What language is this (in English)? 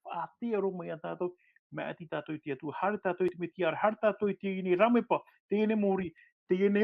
Tahitian